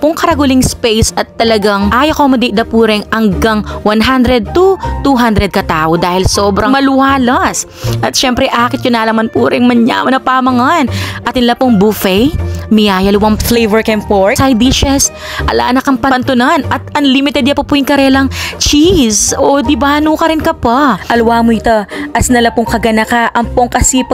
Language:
Pampanga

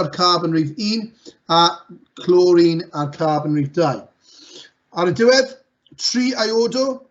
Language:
Welsh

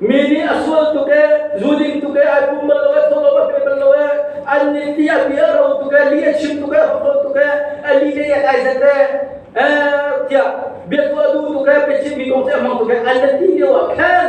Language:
Hakha Chin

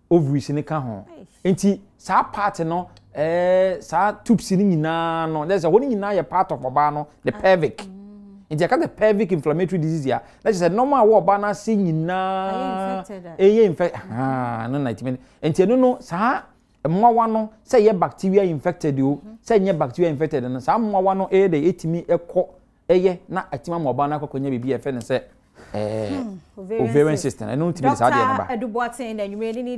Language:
Akan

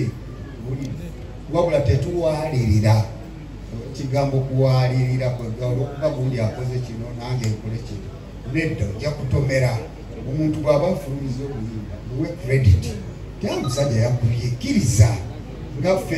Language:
Ganda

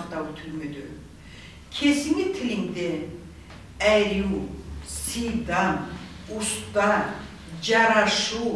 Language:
Karachay-Balkar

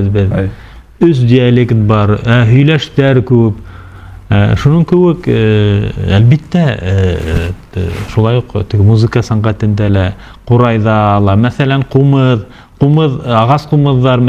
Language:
Bashkir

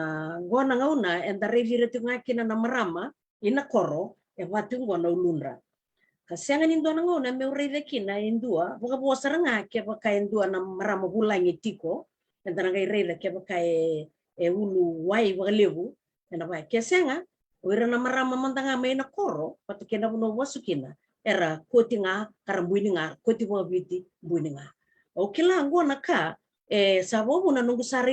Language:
Fijian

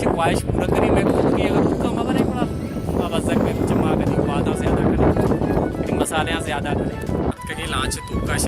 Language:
Baluchi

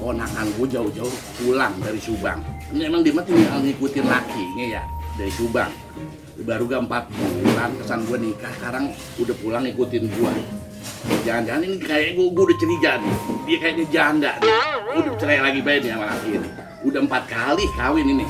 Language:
Betawi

